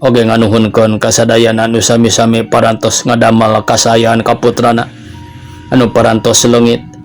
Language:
Sundanese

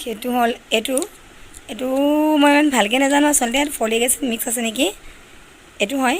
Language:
Assamese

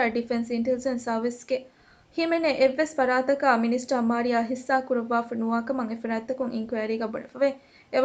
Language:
Divehi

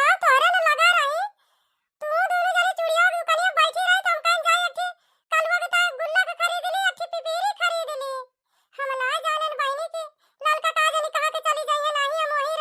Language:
Awadhi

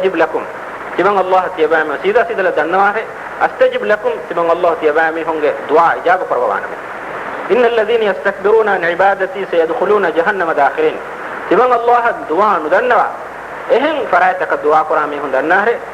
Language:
Divehi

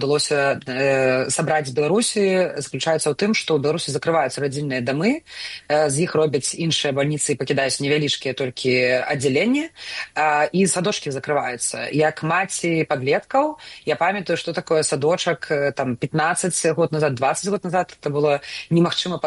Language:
Belarusian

